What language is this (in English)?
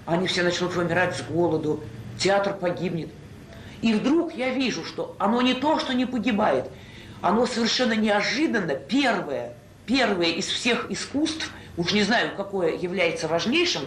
Russian